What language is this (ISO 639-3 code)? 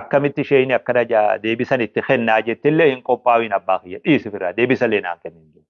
orm